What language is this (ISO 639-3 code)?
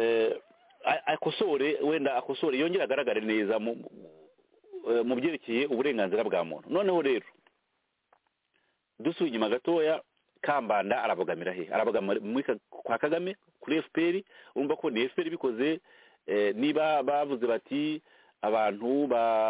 kin